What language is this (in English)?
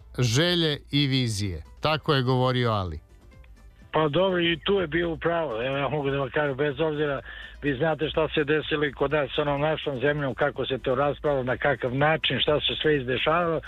Serbian